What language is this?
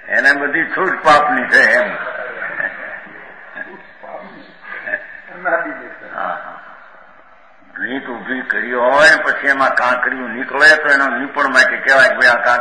Gujarati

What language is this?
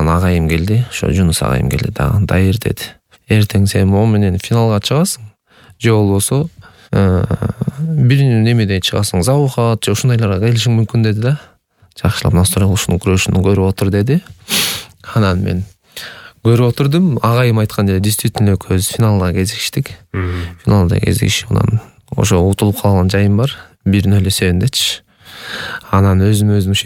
Kyrgyz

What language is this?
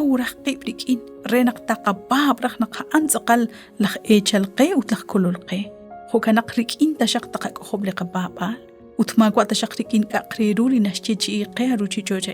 Kekchí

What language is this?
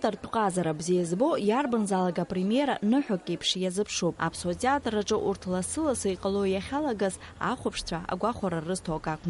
Abkhazian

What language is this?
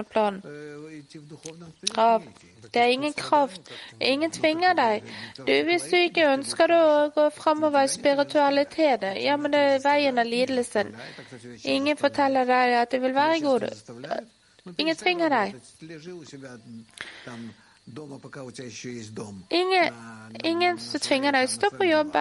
Norwegian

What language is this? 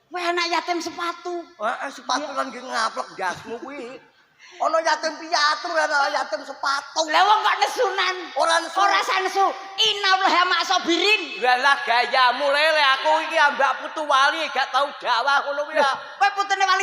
Javanese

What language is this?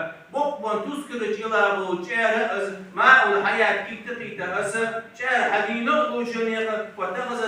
Ingush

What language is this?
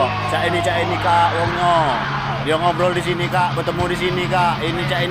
Musi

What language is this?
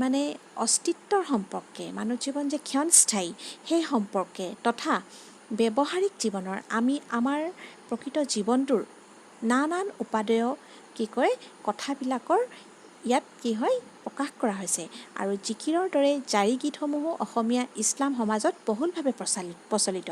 Assamese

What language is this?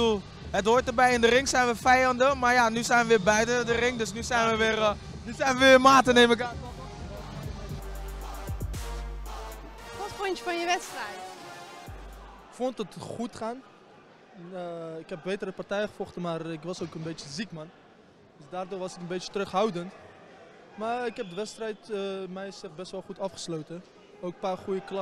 Dutch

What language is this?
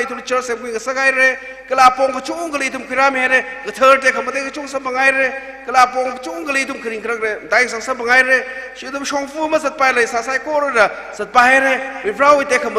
Tangkhul Naga (India)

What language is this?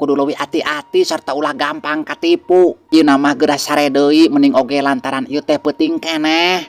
Sundanese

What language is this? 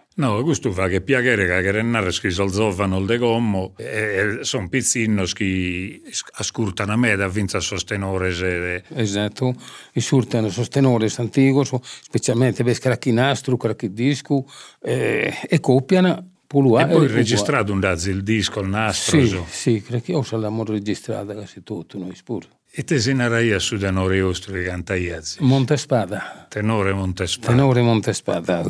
Sardinian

